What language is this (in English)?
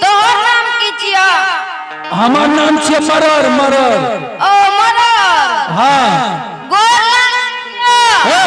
Angika